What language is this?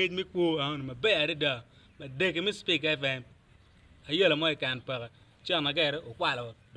Acoli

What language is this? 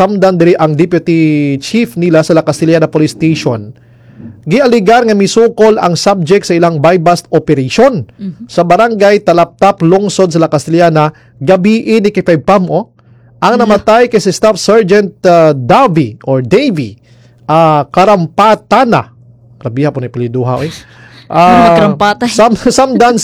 Cebuano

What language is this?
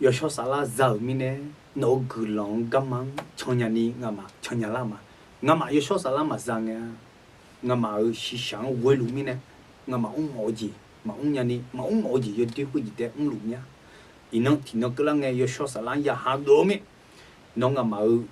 Akha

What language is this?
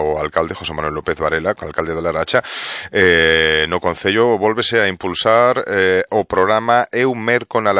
Galician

